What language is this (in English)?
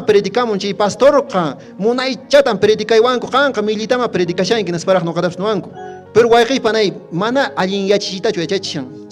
Quechua